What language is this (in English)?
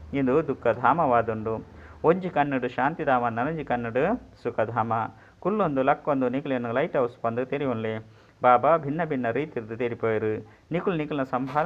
Tulu